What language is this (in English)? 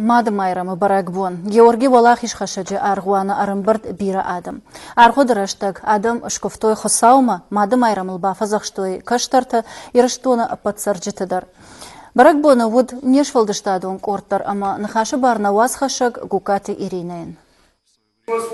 Ossetic